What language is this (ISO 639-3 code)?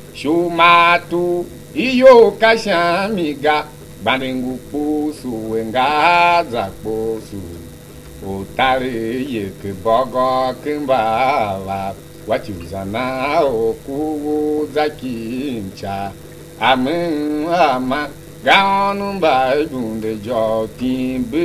tiv